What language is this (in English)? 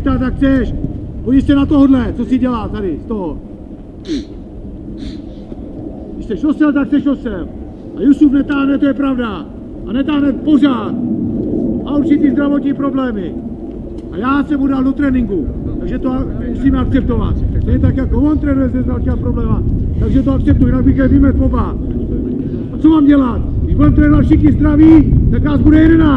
Czech